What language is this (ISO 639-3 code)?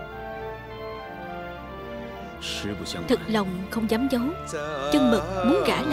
vie